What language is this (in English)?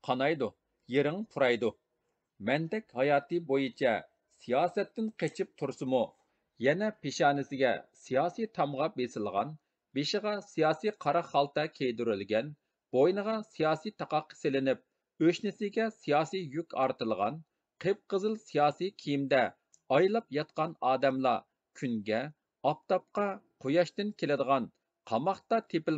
Uyghur